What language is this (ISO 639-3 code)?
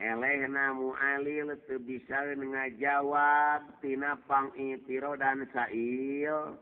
sun